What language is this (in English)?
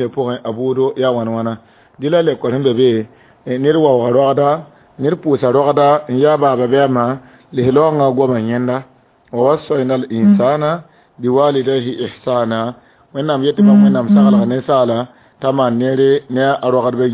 Mossi